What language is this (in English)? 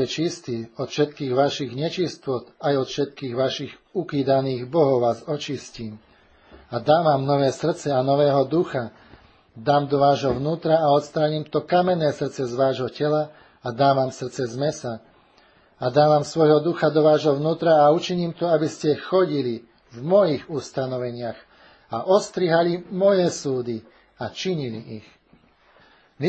Slovak